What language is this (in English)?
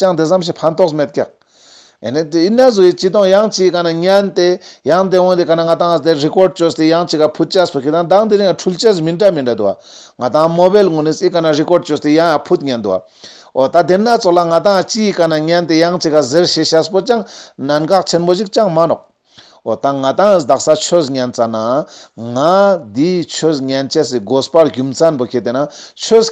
Ladakhi